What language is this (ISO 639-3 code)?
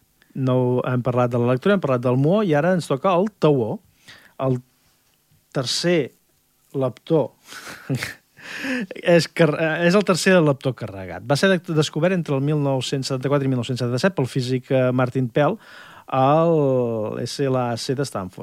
cat